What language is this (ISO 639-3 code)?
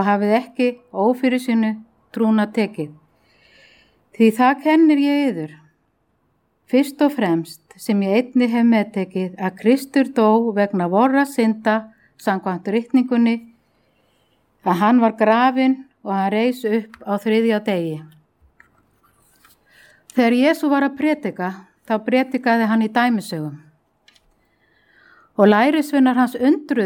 isl